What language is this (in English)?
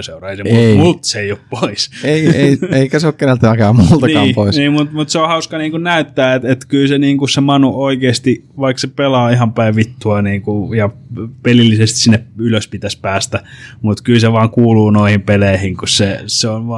Finnish